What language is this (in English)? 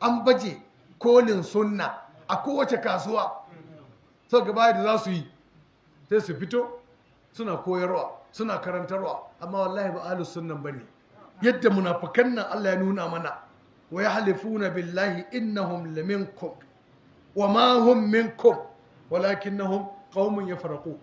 Hausa